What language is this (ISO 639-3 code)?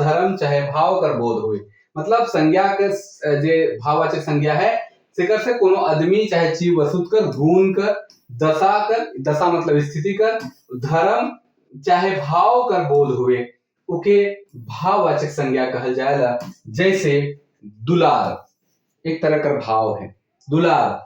sck